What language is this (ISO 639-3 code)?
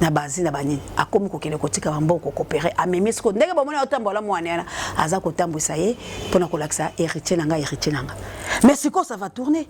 lin